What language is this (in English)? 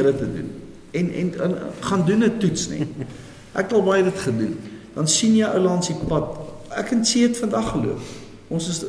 Afrikaans